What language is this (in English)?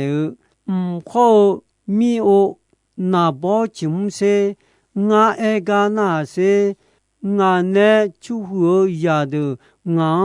Akha